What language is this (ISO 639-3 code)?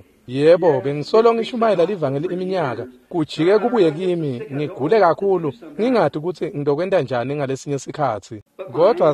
ssw